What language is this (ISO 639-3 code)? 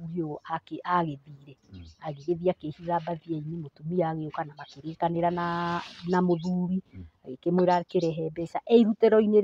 kik